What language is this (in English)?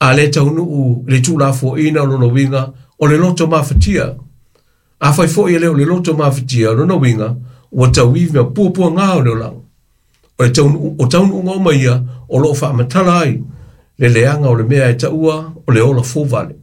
Samoan